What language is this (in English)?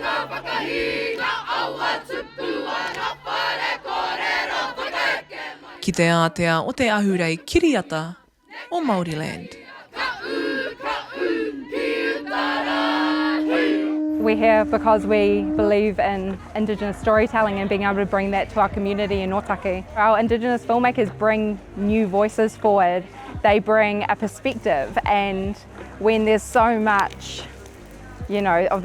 Māori